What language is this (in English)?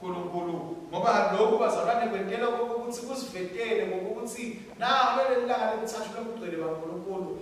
Swati